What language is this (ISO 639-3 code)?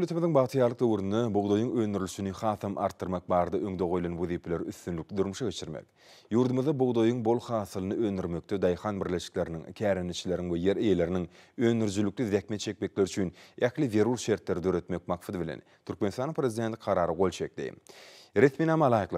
tuk